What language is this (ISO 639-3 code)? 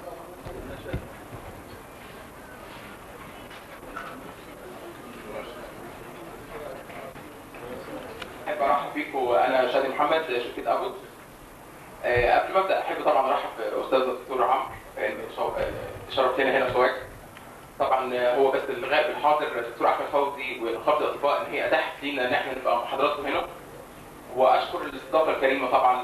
arz